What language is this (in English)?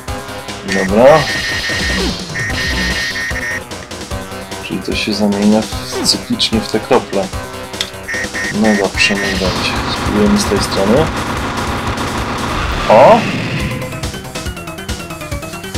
Polish